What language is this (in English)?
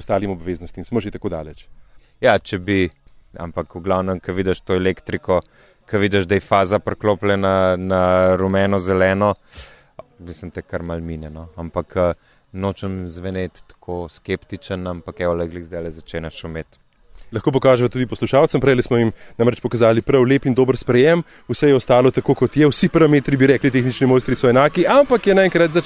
Slovenian